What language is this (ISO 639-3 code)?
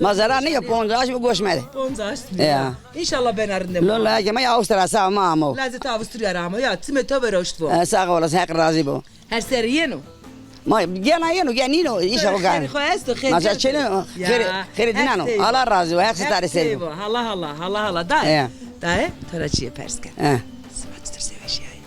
zza